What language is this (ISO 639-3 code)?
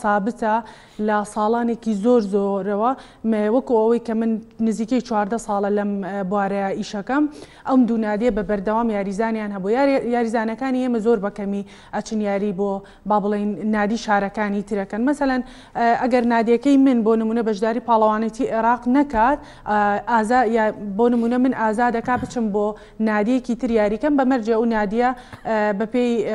ckb